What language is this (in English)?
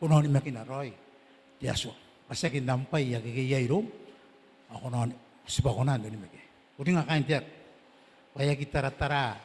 Gilbertese